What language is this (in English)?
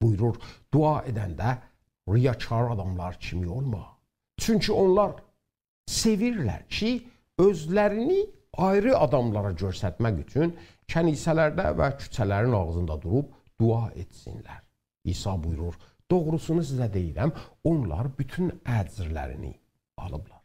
South Azerbaijani